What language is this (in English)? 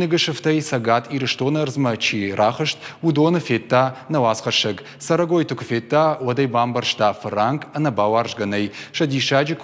Ossetic